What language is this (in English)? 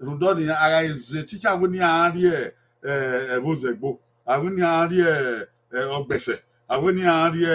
Bini